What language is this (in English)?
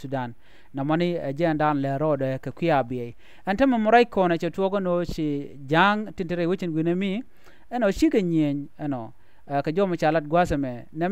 Nuer